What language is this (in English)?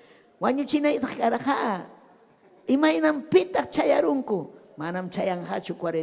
Ayacucho Quechua